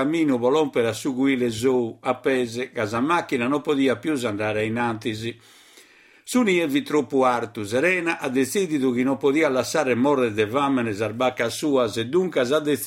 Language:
Sardinian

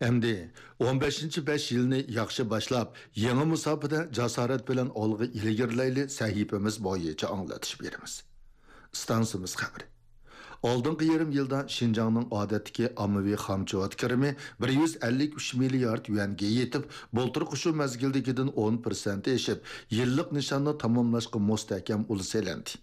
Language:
Uyghur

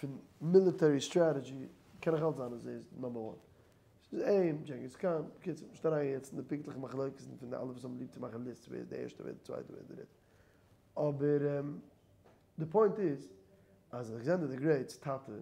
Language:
Yiddish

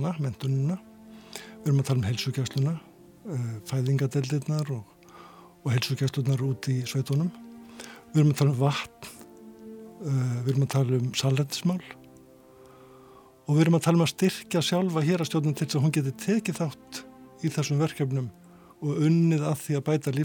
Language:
Icelandic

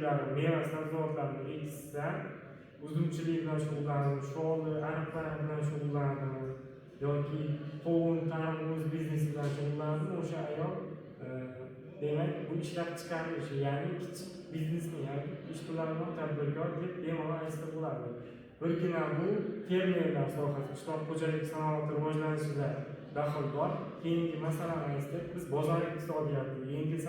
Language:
Uzbek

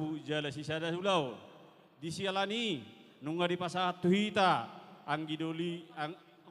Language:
Batak Toba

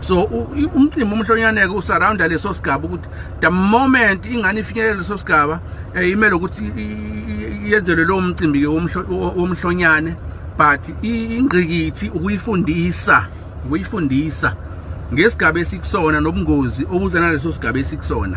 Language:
Zulu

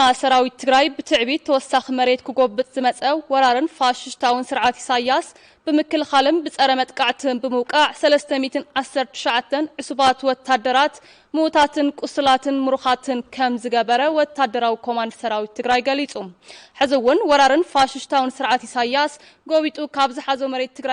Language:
Tigrinya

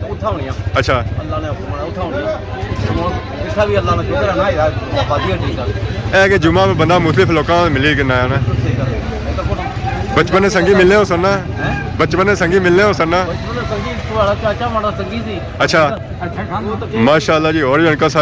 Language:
Pahari-Potwari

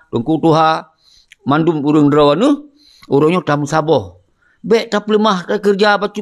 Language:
Achinese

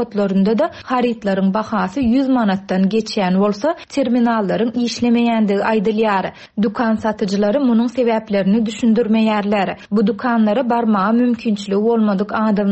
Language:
Turkmen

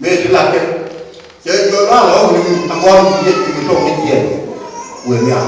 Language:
Nuer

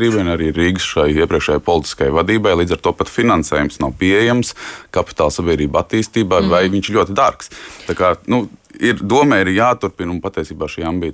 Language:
Latvian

